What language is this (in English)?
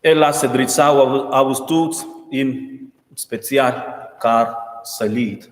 Romansh